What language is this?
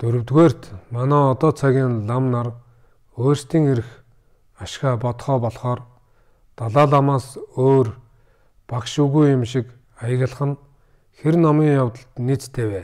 Mongolian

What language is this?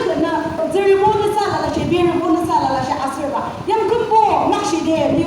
Yimchungru Naga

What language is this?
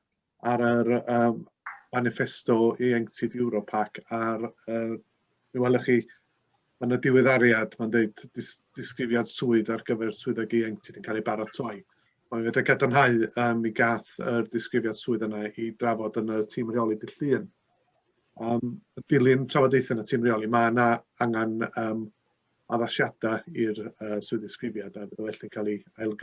Welsh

